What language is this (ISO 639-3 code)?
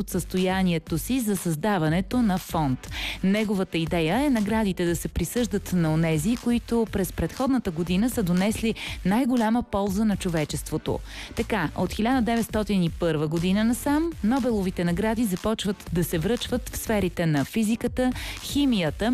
bul